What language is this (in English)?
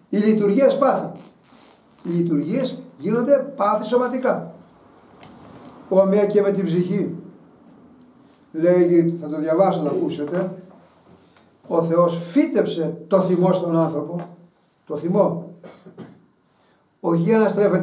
Greek